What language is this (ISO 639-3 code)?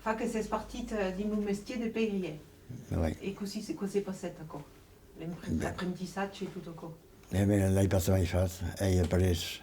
oci